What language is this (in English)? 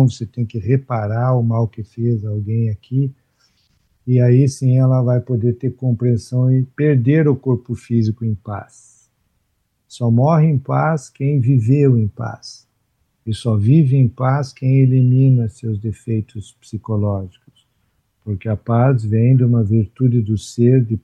Portuguese